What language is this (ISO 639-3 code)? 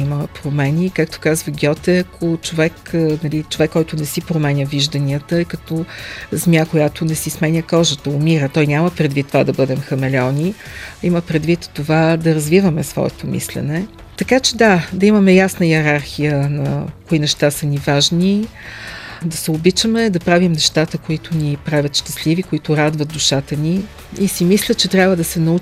bul